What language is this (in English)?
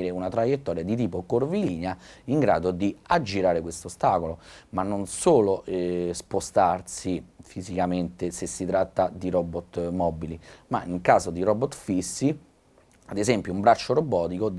Italian